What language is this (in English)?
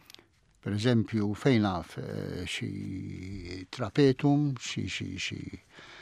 Maltese